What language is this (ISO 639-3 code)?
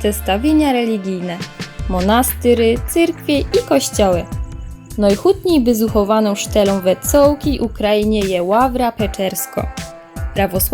szl